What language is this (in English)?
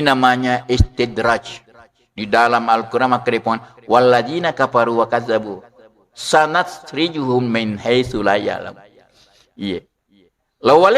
Buginese